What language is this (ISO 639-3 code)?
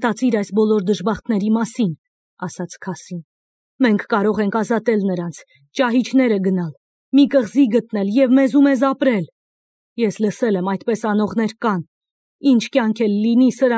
hye